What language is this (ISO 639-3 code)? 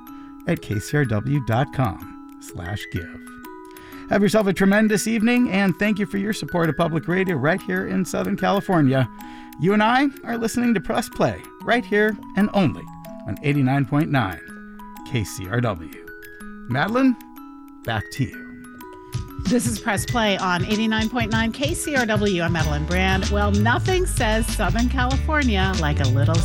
eng